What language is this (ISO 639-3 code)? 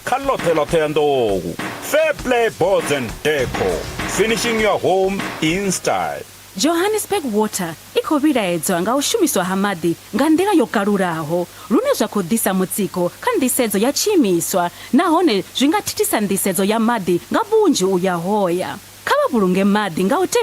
ven